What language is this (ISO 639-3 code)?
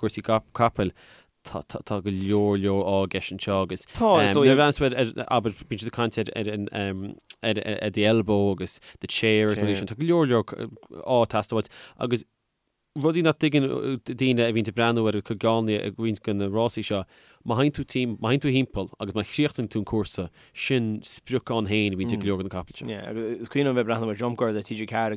gle